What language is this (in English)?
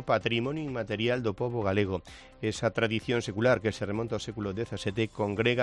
Galician